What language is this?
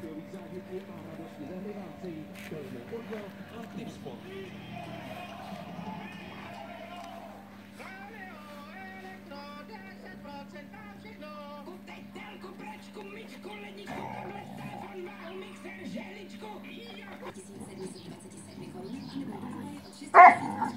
Czech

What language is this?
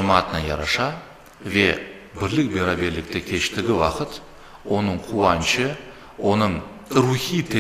Crimean Tatar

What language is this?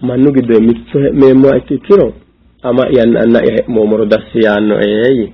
Sidamo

